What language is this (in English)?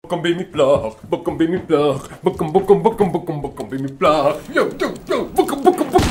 Western Frisian